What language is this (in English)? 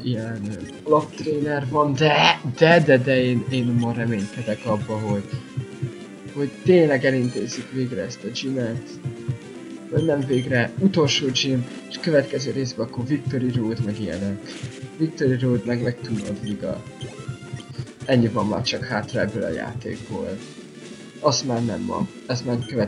Hungarian